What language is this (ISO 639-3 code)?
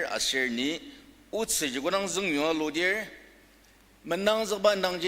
njo